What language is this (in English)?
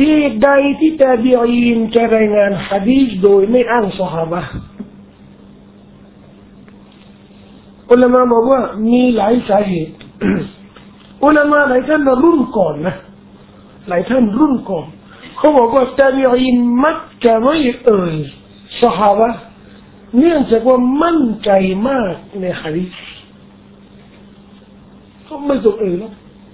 Thai